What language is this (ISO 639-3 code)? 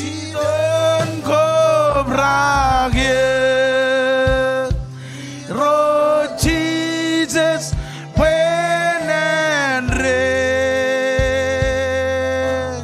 mah